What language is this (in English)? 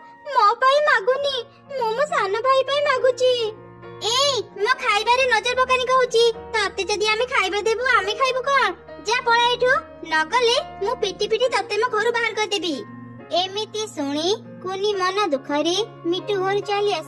Odia